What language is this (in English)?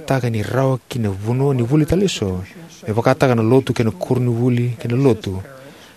Fijian